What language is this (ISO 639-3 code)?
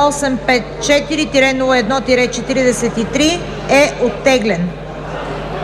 bul